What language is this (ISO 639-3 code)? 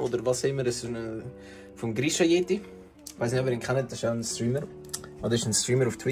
gsw